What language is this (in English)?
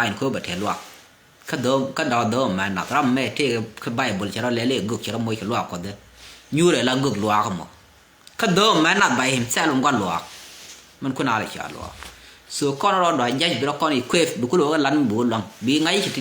Nuer